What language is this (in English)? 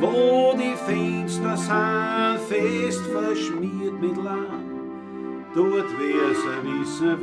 Bavarian